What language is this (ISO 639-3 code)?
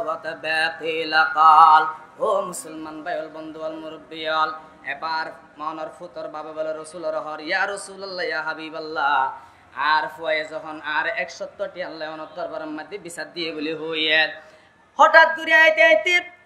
rhg